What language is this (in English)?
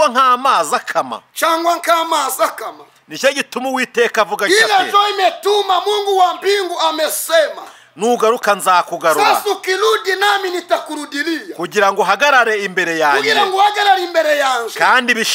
Kinyarwanda